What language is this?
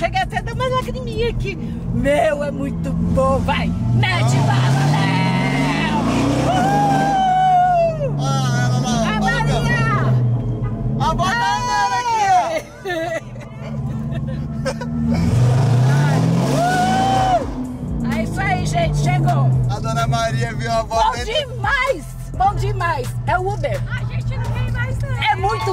Portuguese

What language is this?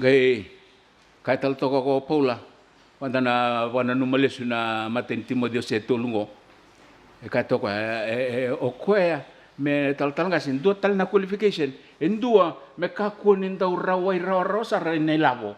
Fijian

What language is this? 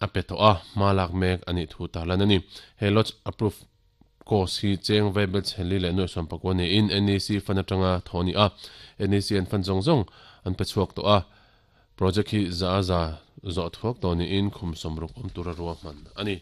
Mizo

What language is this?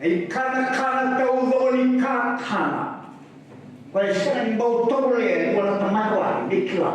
Fijian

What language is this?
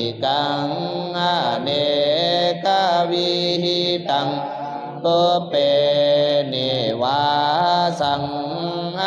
Pali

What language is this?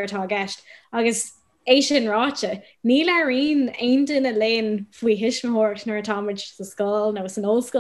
Irish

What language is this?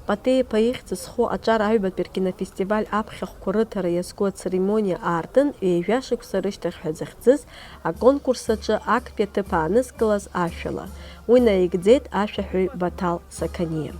Abkhazian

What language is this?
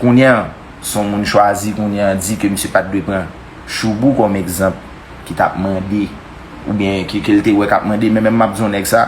Haitian Creole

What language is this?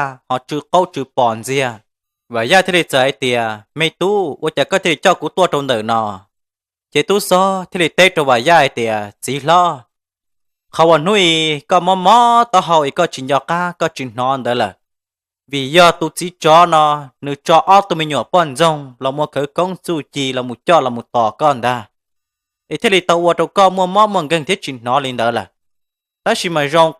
Hmong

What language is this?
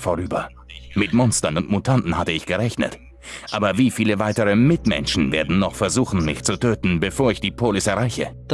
Swiss German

